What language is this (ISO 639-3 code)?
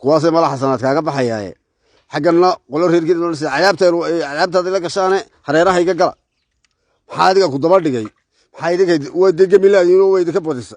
som